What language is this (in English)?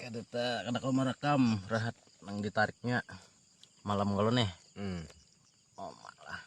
Banjar